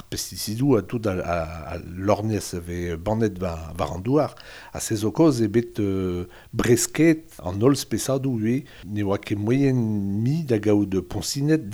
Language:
Breton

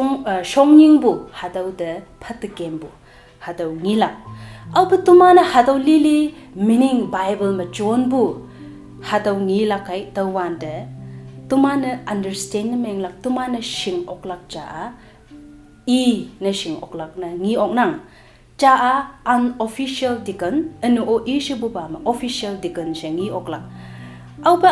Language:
Konyak Naga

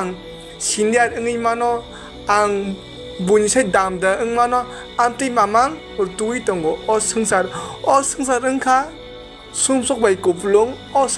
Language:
Kok Borok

